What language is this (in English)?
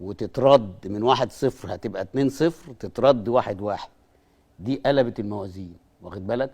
Egyptian Arabic